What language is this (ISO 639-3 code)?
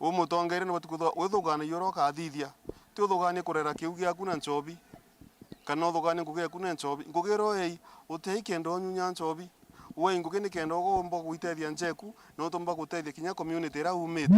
mer